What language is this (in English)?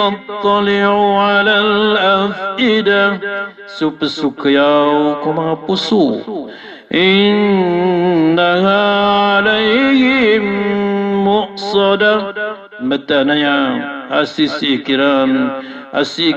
Maranao